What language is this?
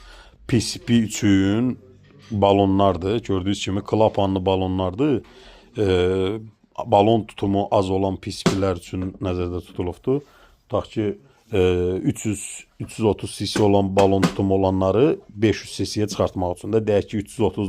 Azerbaijani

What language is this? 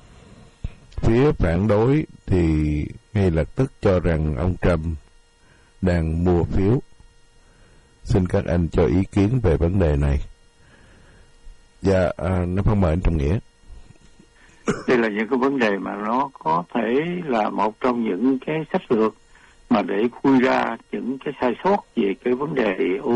Vietnamese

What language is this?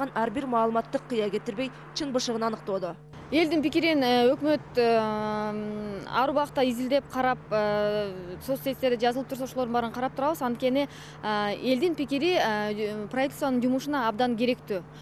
Kyrgyz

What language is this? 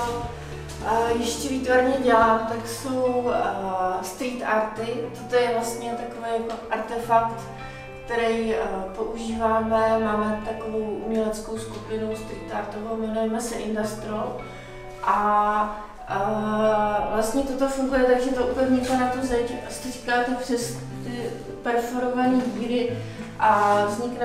Czech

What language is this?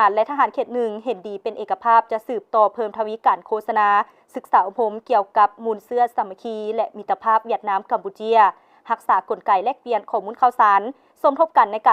Lao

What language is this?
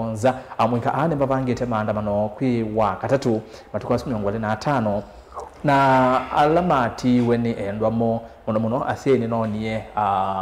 Kamba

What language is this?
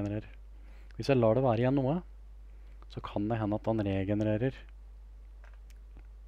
Norwegian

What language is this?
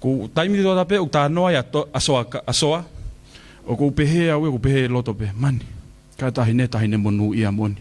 Tongan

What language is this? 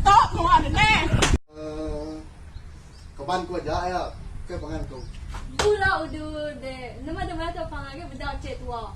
Iban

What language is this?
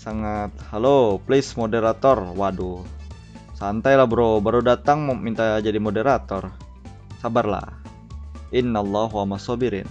Banjar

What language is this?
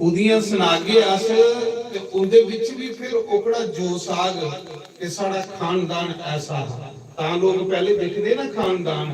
Dogri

